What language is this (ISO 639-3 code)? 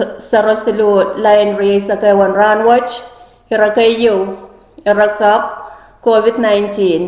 pon